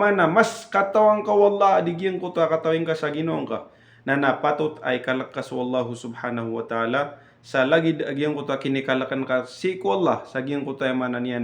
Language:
Maranao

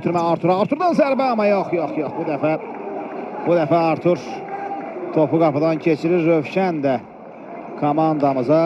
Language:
Azerbaijani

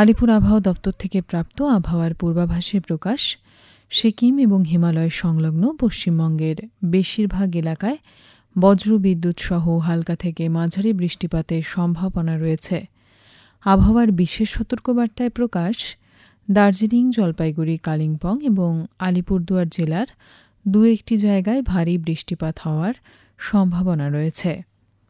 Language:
Bangla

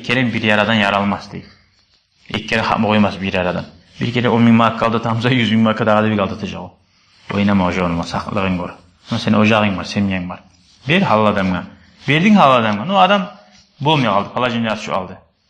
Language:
Kumyk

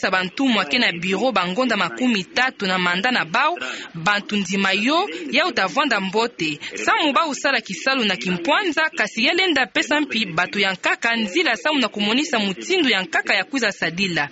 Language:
Kituba (Democratic Republic of Congo)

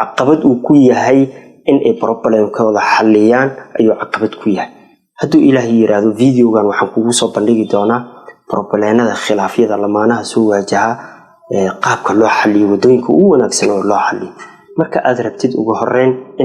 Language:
Somali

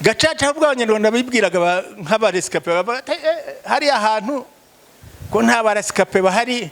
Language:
Kinyarwanda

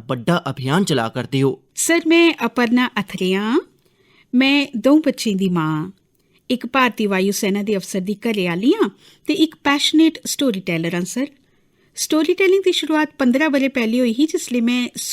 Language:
Dogri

